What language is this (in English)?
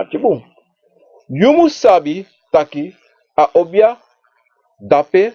Sranan Tongo